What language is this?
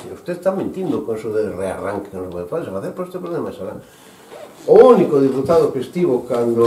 Galician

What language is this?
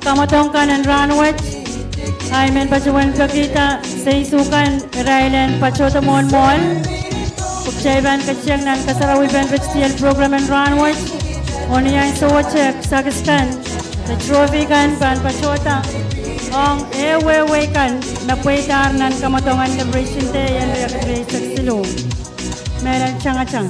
Pohnpeian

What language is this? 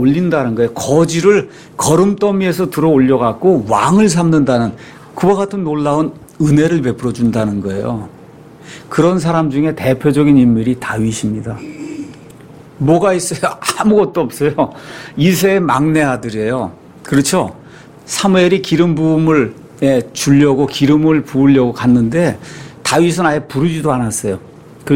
Korean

